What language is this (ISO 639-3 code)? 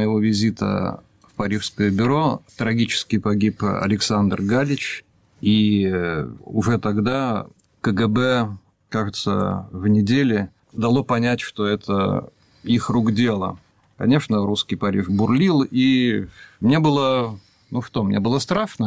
rus